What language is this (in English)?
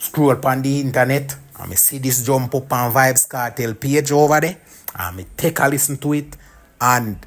Jamaican Creole English